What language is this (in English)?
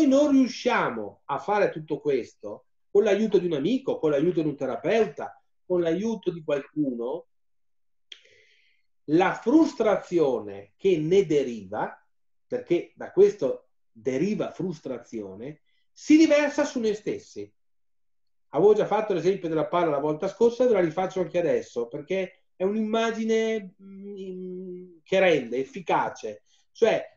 Italian